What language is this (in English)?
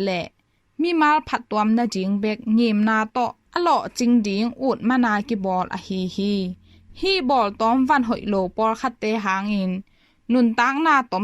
Tedim Chin